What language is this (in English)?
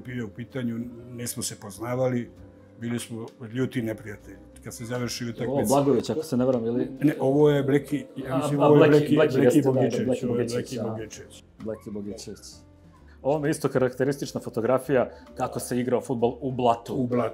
Serbian